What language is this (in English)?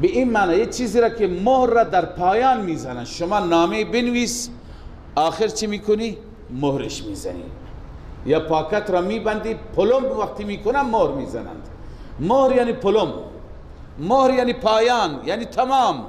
Persian